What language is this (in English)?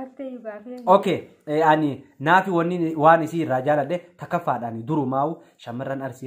Oromo